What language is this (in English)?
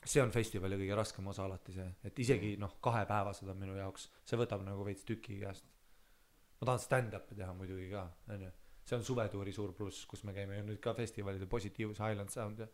Estonian